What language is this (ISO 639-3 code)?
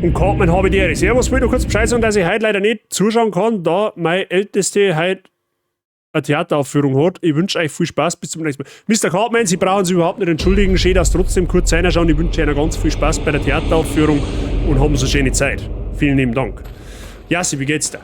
bar